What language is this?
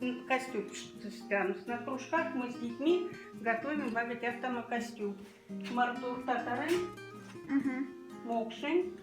Moksha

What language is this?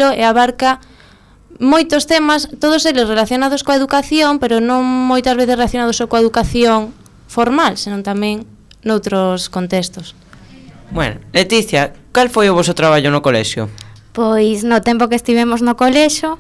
Galician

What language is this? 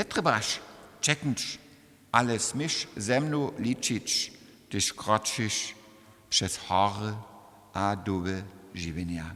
Upper Sorbian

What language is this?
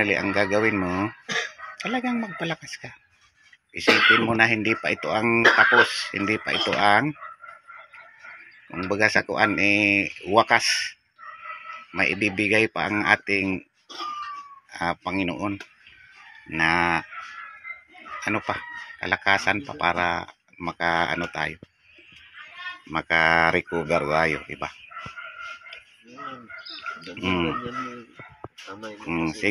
Filipino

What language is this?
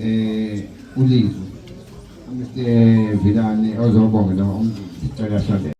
Zulu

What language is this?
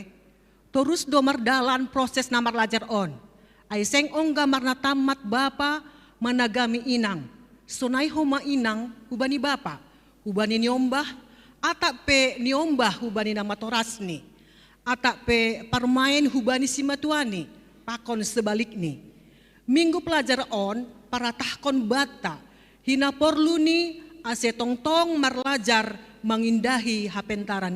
Batak Simalungun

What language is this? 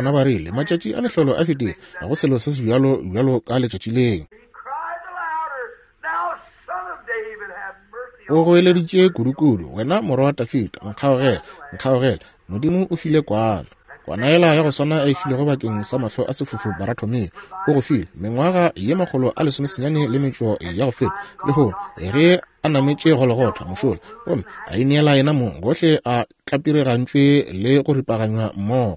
Northern Sotho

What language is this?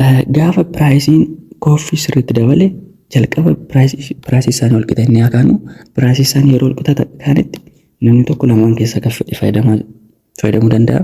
Oromo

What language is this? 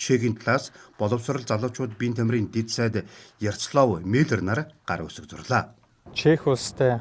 Mongolian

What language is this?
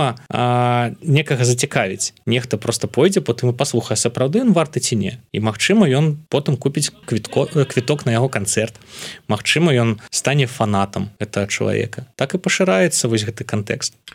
Belarusian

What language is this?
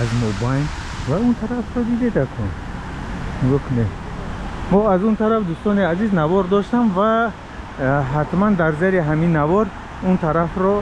Tajik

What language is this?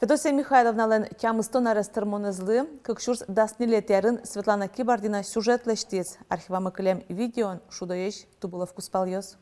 Udmurt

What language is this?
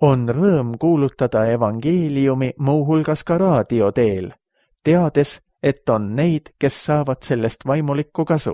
Estonian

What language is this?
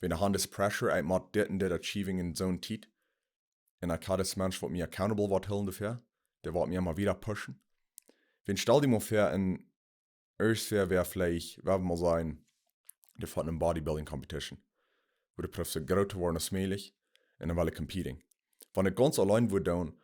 Plautdietsch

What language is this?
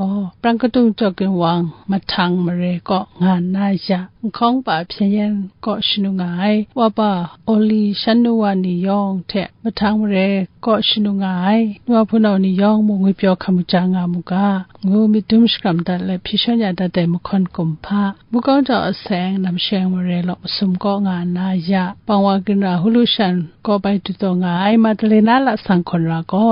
Kachin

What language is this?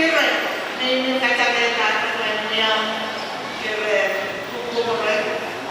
Pohnpeian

